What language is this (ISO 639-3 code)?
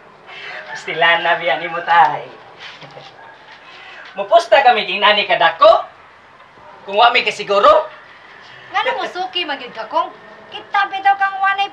ceb